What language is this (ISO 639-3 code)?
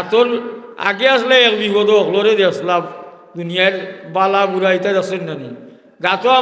syl